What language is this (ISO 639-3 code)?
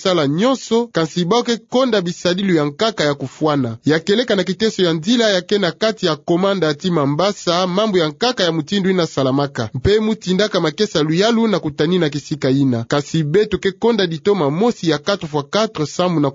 ktu